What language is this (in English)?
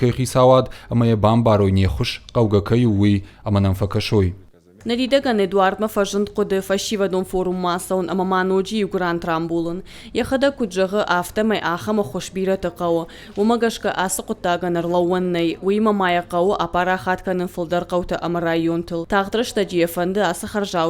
Ossetic